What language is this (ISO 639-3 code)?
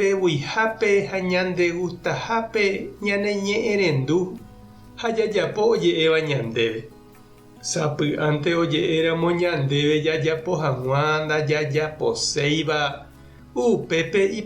grn